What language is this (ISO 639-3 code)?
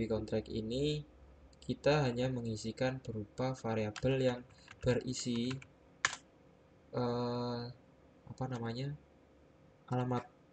ind